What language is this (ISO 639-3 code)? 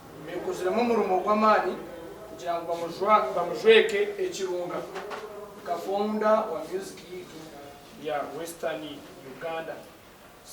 nyn